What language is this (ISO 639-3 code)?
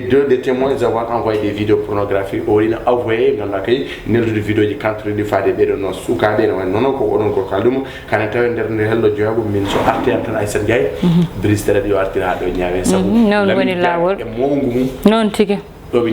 ful